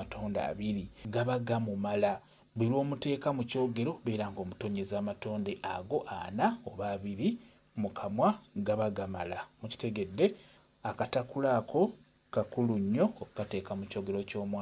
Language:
Ganda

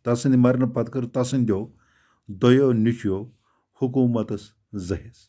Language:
Kashmiri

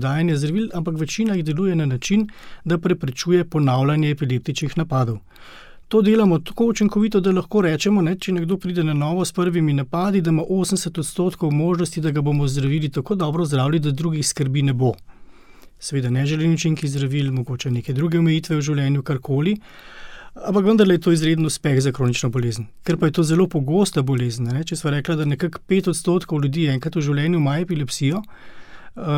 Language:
Slovenian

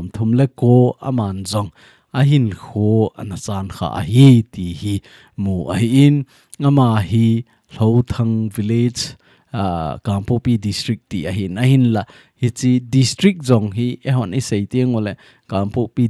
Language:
Thado Chin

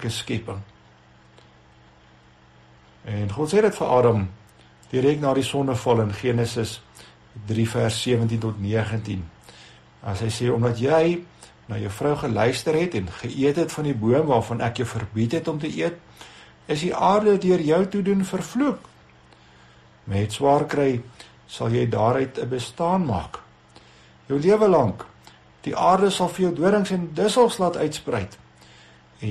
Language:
Afrikaans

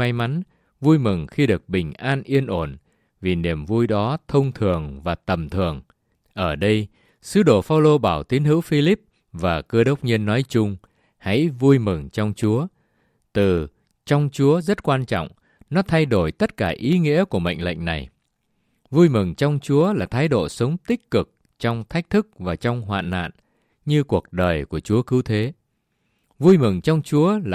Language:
Vietnamese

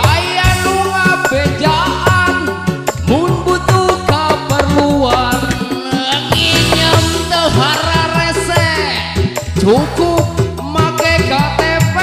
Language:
Sundanese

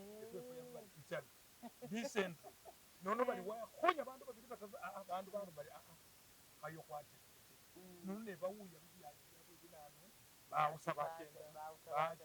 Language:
Masaaba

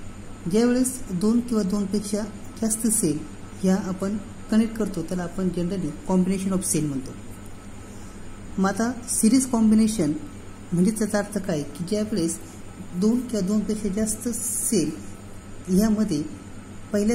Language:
Marathi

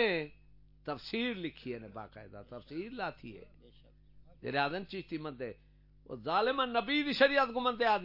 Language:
Saraiki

